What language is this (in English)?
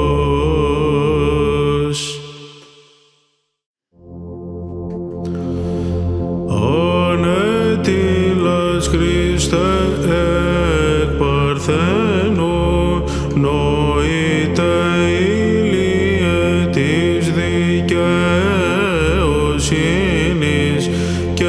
Greek